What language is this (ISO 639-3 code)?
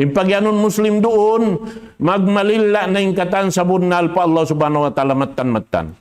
tsg